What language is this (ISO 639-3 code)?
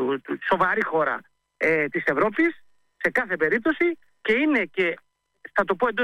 ell